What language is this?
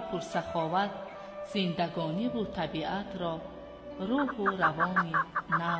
Tajik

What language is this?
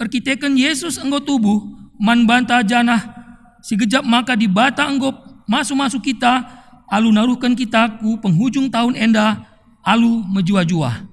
Batak Karo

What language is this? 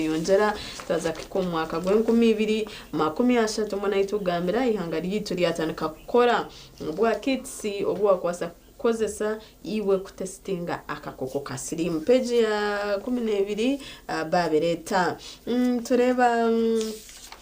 Nyankole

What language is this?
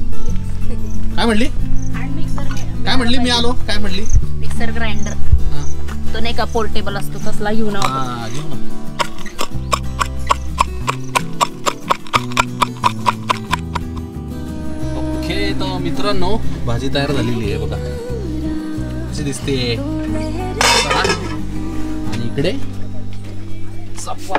Marathi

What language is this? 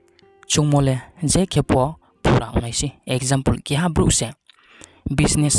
Riang (India)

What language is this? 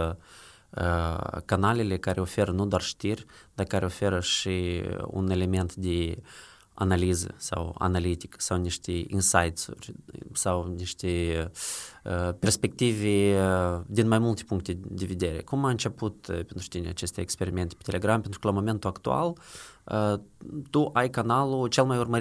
Romanian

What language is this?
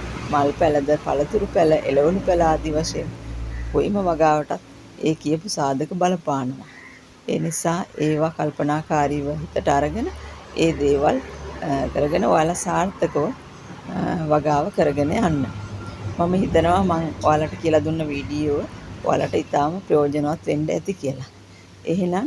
Sinhala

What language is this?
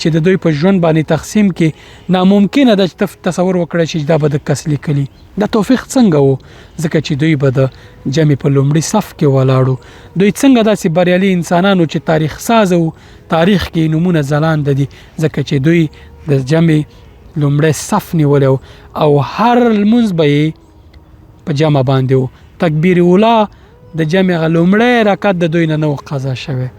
Pashto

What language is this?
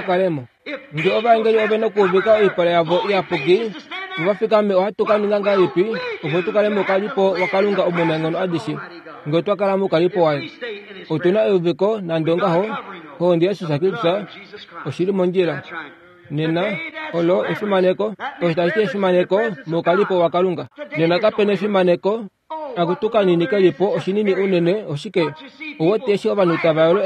Kuanyama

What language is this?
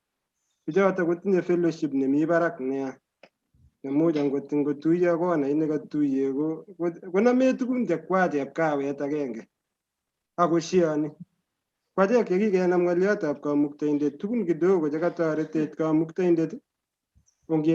Kalenjin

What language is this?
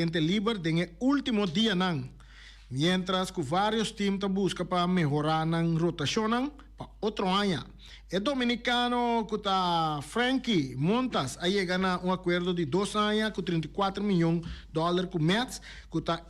Papiamento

